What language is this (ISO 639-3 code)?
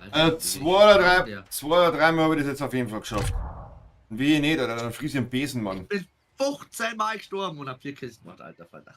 bar